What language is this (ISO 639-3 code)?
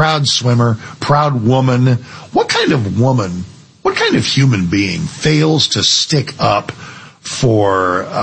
eng